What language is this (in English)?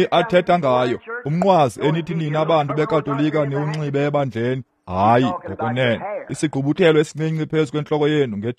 Xhosa